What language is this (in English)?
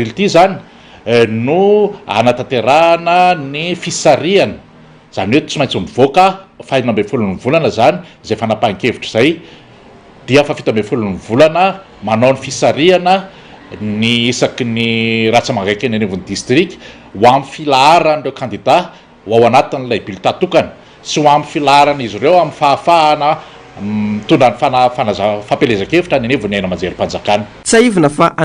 Malagasy